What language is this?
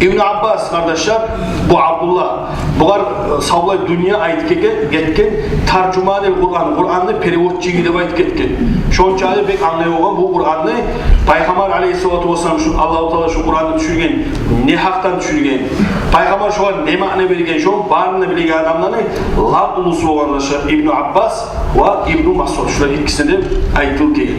Kumyk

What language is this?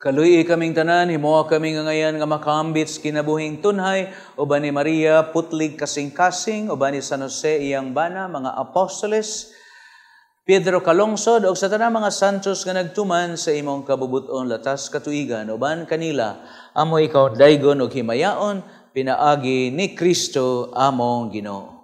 Cebuano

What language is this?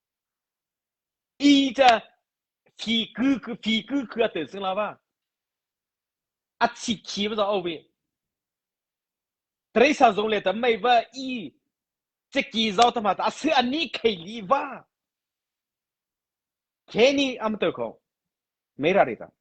Mara Chin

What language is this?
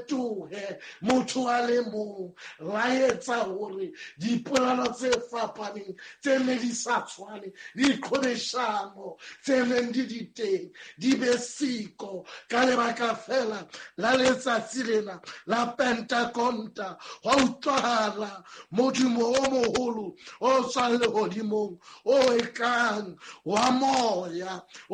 Southern Sotho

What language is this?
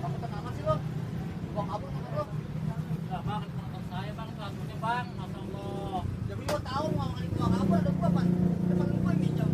Betawi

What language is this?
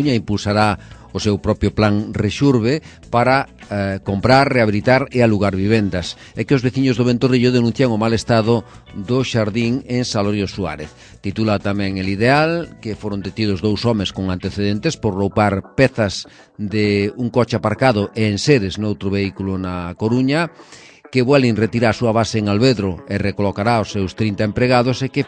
Galician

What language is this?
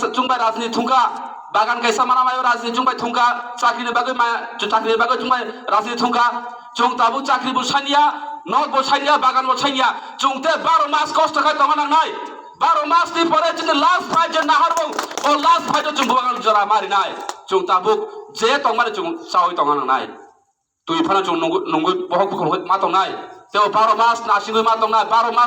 Kok Borok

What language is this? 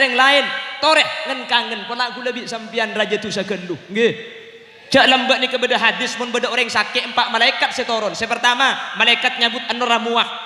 Madurese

